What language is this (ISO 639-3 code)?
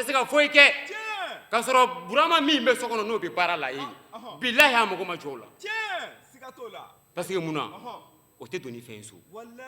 bam